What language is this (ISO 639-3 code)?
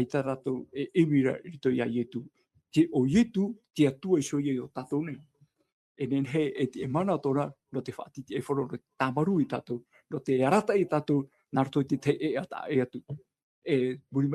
tah